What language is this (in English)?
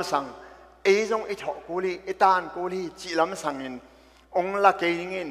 Tedim Chin